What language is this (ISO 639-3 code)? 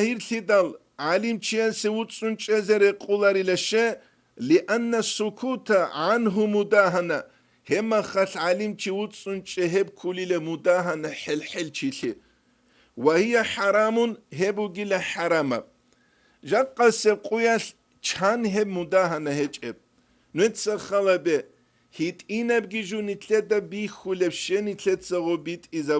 ava